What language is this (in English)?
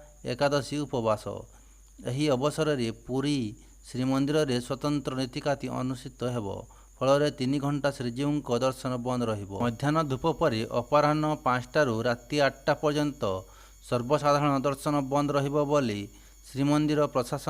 Odia